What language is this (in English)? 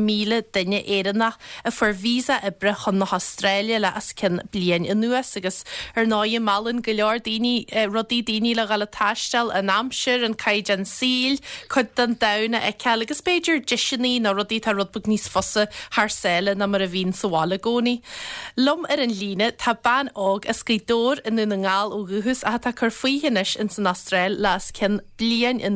Irish